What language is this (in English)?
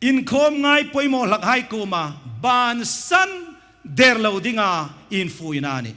Hmar